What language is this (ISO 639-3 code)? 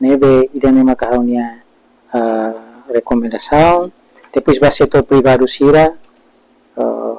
tet